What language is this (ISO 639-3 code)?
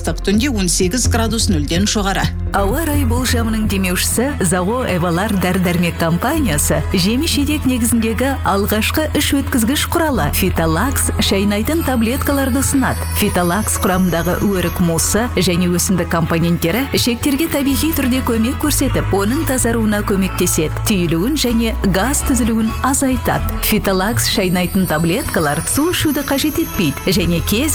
kaz